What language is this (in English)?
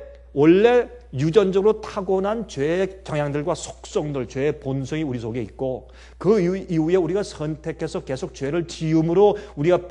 Korean